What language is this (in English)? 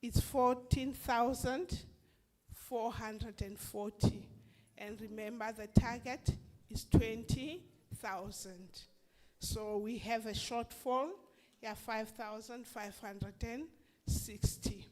Southern Sotho